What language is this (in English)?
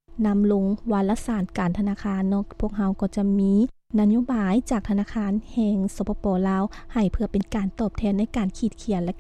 Lao